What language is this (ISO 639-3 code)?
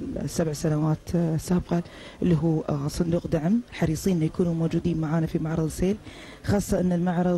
afb